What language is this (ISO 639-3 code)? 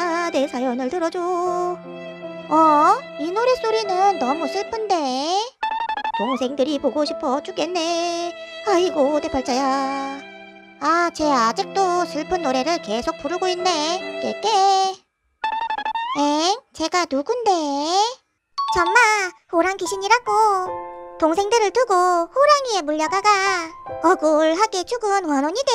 kor